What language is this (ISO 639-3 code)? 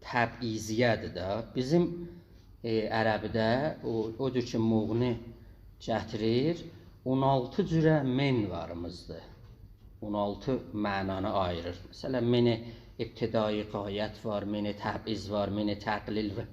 azb